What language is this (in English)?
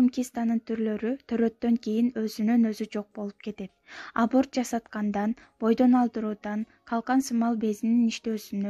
Kyrgyz